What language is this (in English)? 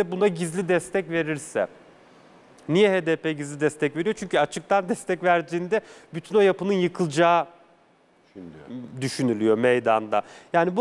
Turkish